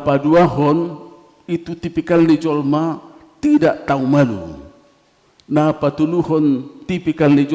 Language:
Batak Toba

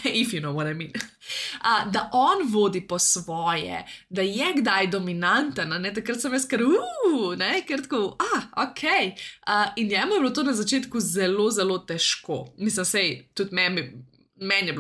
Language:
Slovenian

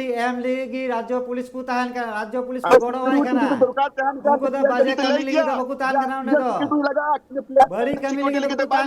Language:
Santali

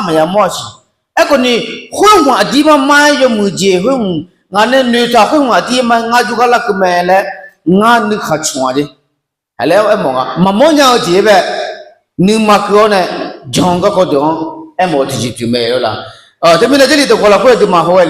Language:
Akha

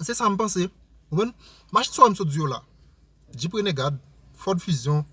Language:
Haitian Creole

